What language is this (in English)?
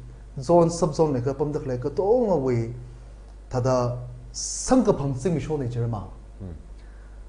Tangkhul Naga (India)